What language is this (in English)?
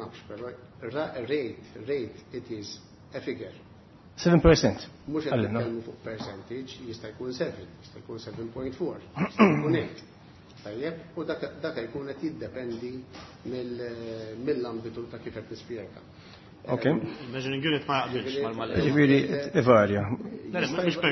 Maltese